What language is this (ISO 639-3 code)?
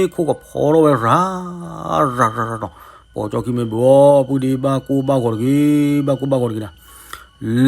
ksw